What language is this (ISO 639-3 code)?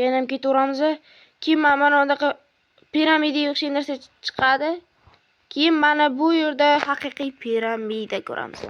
uzb